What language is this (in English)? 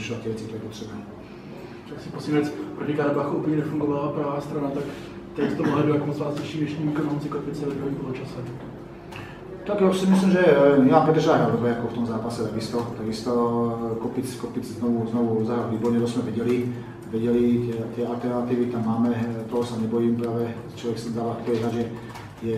Slovak